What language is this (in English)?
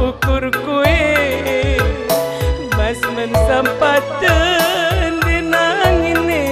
Batak Karo